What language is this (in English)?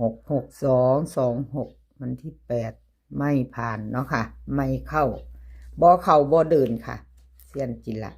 Northeastern Thai